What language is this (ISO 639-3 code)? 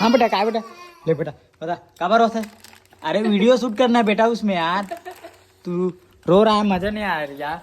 hne